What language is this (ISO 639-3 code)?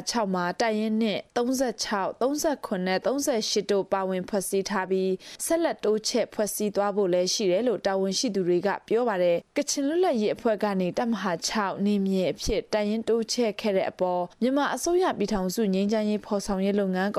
mya